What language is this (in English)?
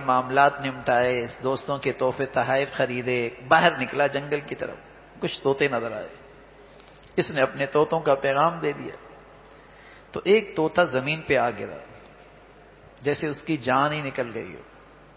Urdu